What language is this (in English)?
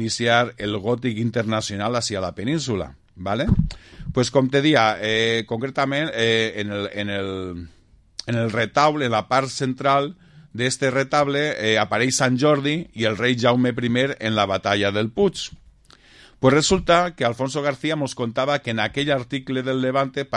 Catalan